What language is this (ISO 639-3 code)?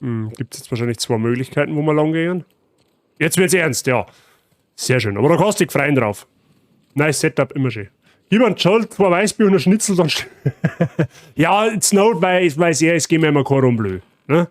bar